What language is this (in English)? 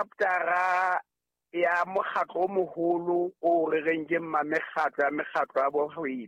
Southern Sotho